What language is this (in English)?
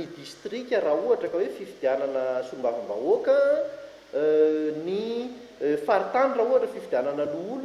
Malagasy